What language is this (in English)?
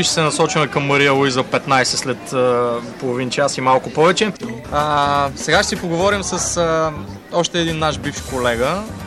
Bulgarian